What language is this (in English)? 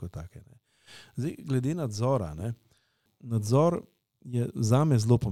Slovenian